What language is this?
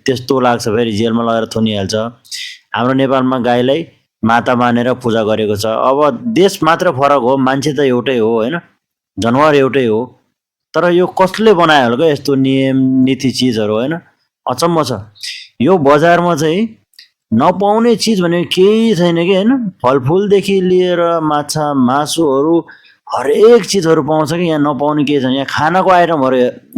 Nepali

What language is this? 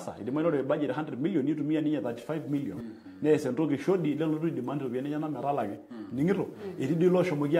Masai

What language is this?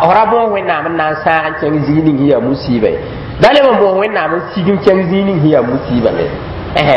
Mossi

